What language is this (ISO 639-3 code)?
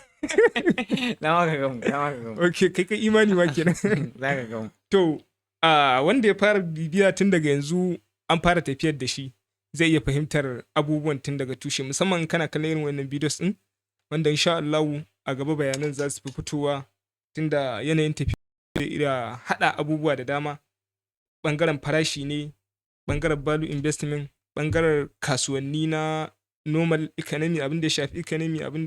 hau